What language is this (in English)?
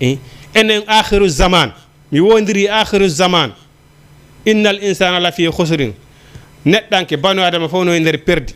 Fula